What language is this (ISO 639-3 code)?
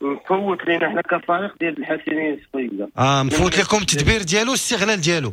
ary